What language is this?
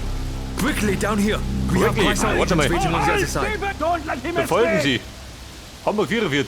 Bavarian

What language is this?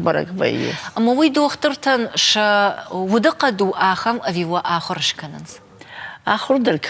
Ossetic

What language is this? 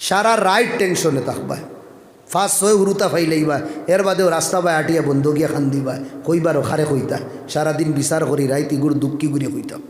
Sylheti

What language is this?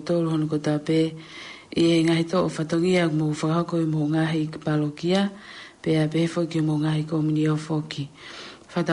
Tongan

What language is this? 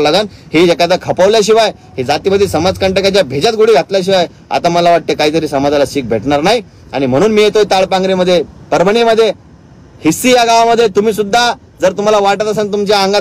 Marathi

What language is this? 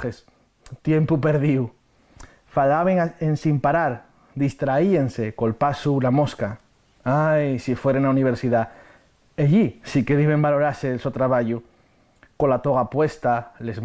Asturian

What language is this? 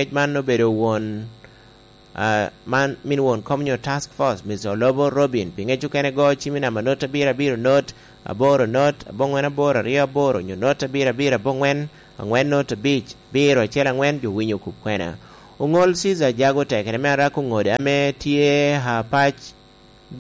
Lango (Uganda)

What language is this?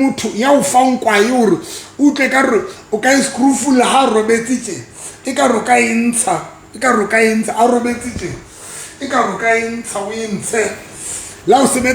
Southern Sotho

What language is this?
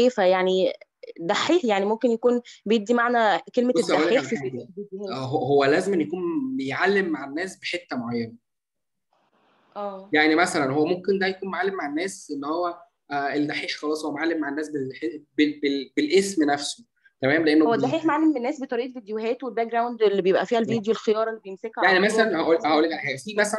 Egyptian Arabic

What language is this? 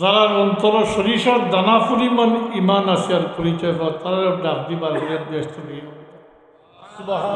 Sylheti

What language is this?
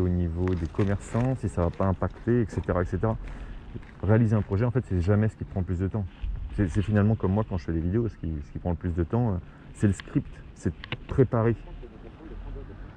French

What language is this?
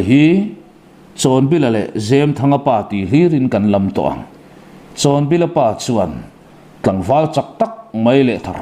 Mizo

